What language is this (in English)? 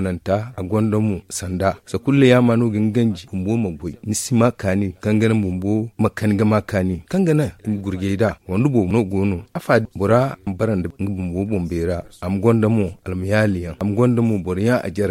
Zarma